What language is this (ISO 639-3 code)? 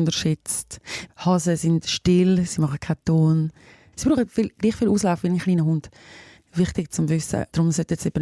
gsw